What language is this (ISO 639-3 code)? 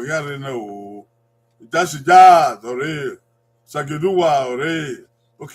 bin